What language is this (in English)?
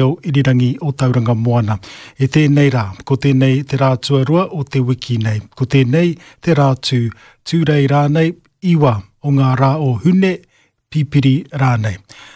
Māori